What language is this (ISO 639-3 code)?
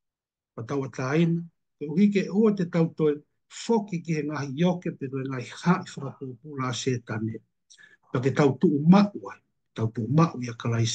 ton